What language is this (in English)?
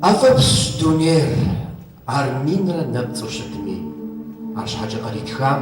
Kabardian